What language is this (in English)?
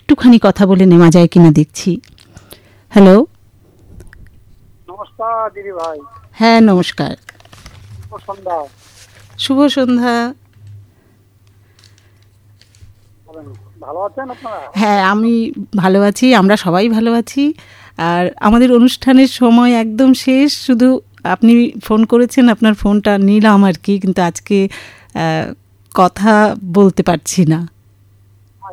Bangla